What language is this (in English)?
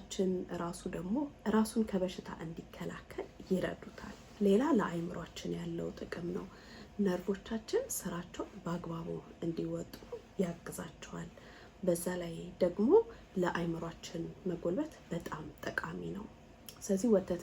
Amharic